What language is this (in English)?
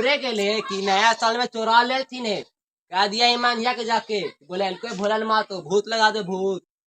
Magahi